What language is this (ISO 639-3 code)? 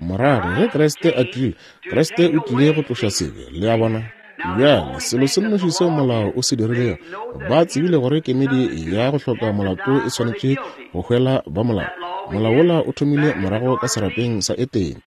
nso